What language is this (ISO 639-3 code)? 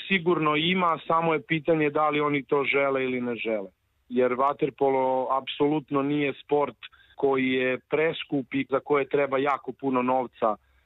srp